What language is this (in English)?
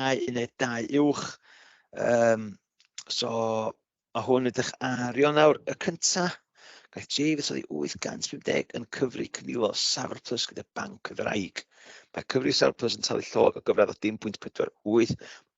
Welsh